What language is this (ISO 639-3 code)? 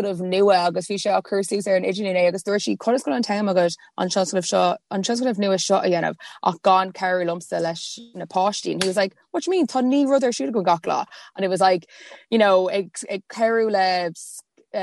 gle